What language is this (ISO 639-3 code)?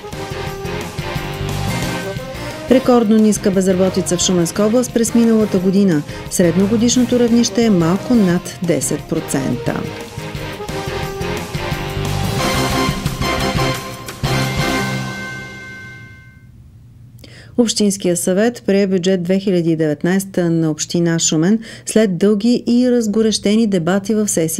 bul